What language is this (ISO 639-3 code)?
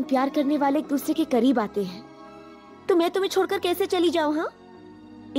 hin